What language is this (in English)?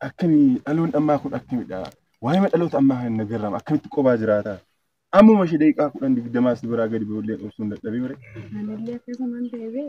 Oromo